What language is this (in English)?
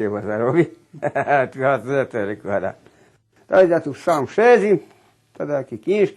Rusyn